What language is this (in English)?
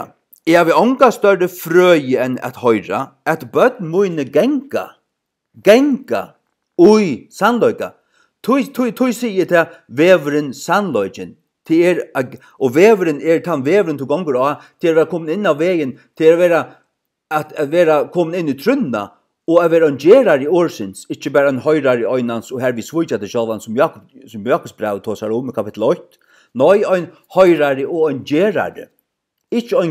Faroese